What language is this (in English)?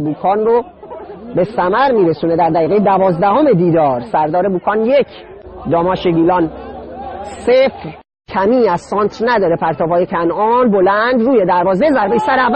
Gilaki